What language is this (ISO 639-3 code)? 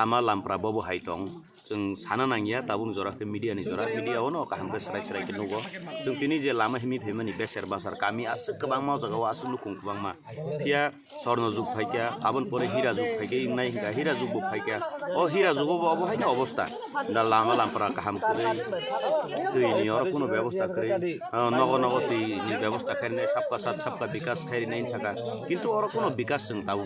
trp